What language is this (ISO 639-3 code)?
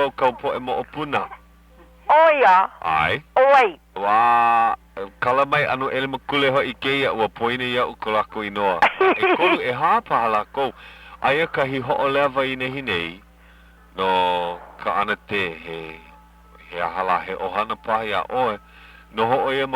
haw